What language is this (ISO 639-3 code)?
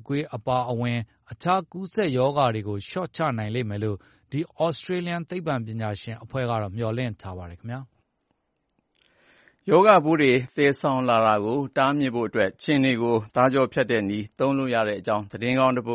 mya